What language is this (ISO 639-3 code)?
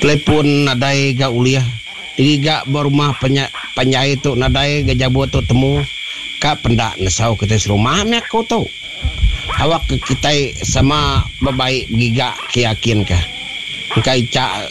iba